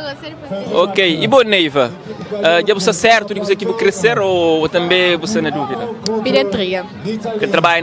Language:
Kabuverdianu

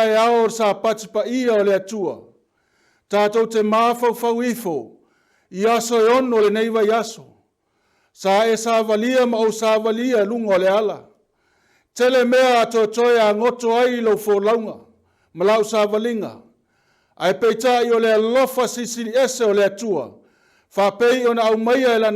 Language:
Samoan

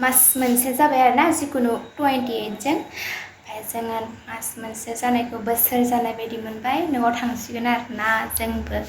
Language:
Bodo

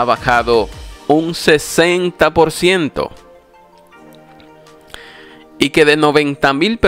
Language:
Spanish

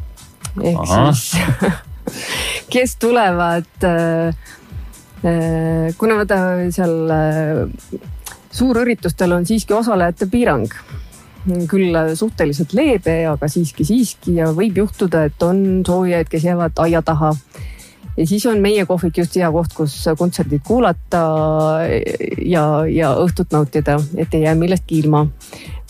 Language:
Estonian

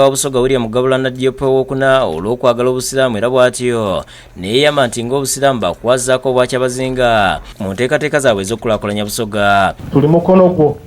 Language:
Ganda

